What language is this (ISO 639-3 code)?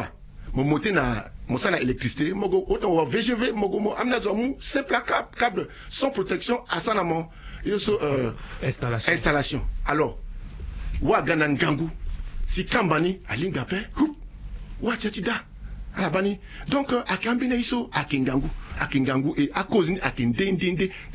sag